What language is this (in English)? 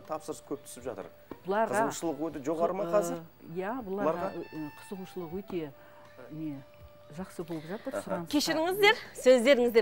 Kazakh